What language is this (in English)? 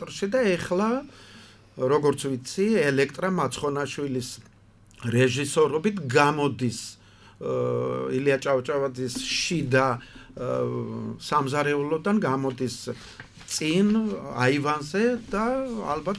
Georgian